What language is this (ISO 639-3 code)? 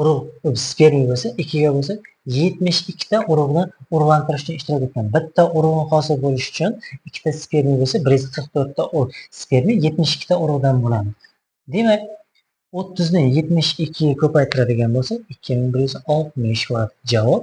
uzb